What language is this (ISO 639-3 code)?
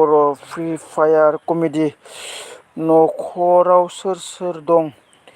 brx